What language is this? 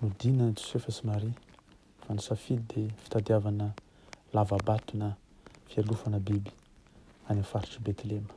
Malagasy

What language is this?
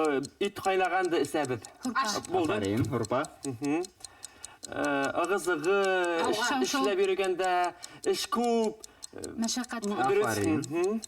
Bashkir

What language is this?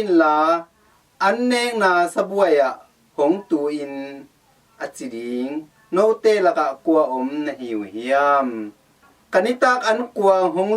Tedim Chin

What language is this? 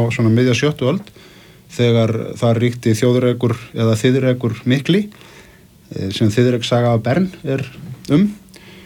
Icelandic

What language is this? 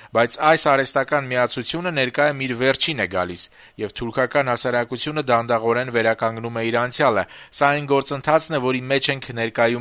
Armenian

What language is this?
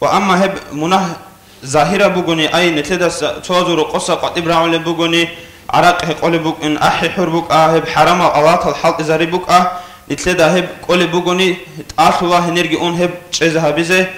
Avaric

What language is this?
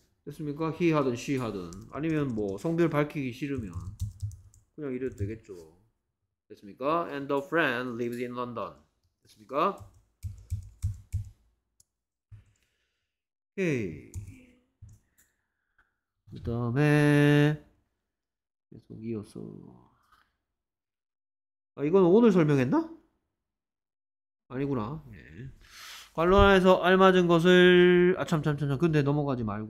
Korean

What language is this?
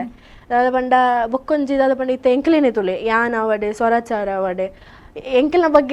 Tulu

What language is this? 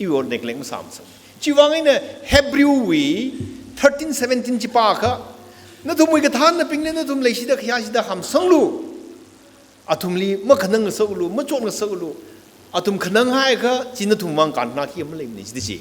Tangkhul Naga (India)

